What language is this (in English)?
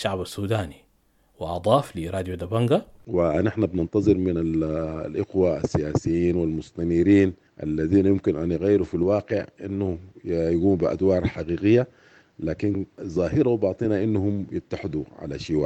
Sudanese Arabic